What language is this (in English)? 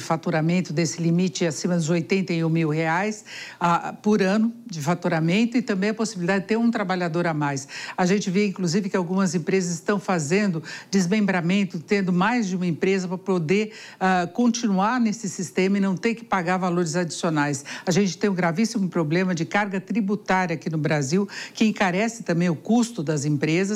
Portuguese